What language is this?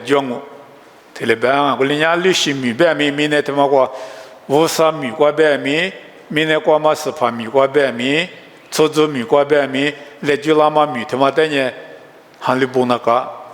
Lisu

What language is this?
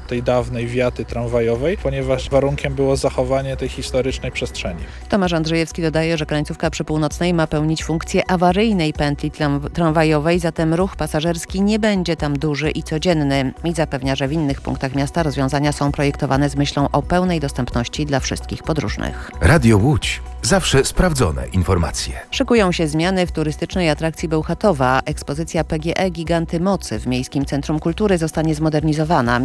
Polish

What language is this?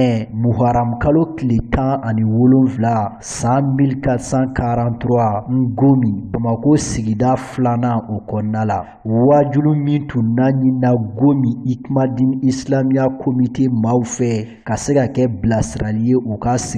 Bambara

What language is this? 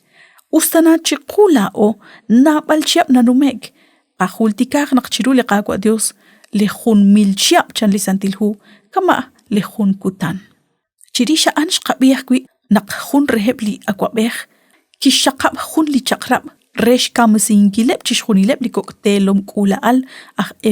Kekchí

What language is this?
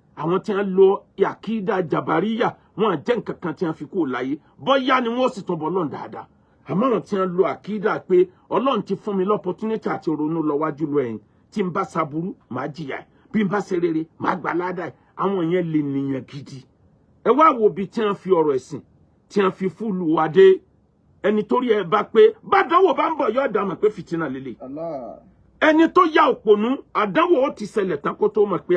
Yoruba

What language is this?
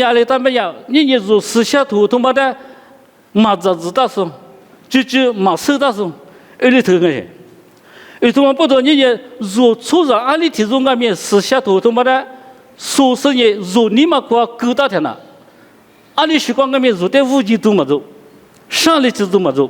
Lisu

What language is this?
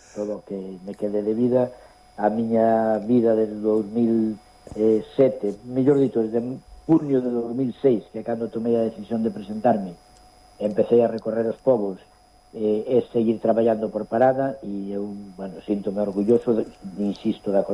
Galician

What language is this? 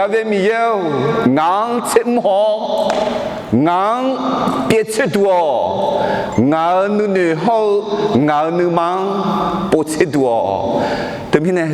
Akha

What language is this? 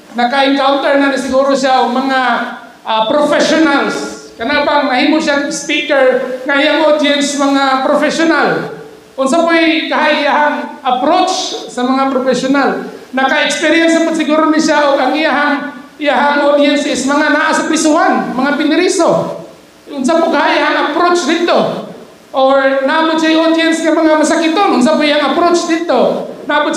Cebuano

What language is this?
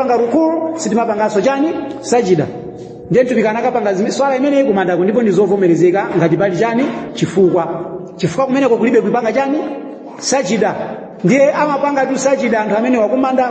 Nyanja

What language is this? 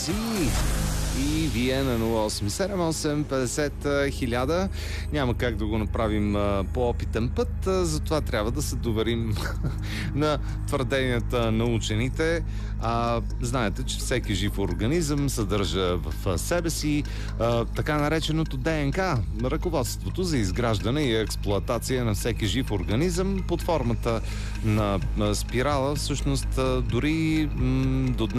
Bulgarian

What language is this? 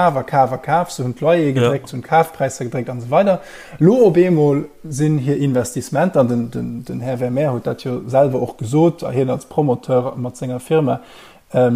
Luxembourgish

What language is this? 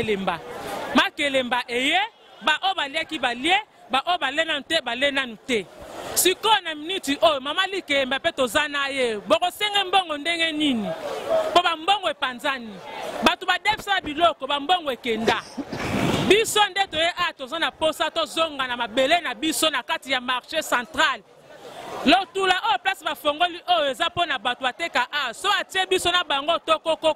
Lingala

